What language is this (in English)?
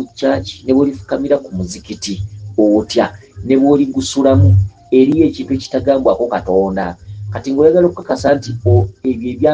Ganda